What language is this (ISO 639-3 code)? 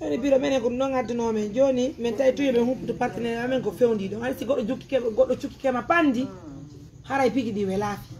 fuf